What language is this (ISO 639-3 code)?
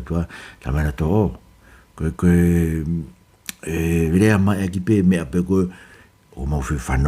ton